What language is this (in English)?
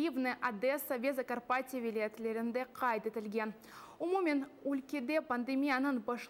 Crimean Tatar